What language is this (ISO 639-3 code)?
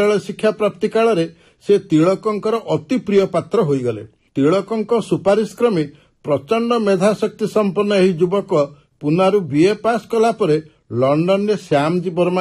ori